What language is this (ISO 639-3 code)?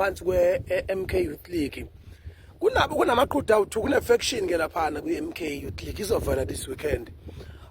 zul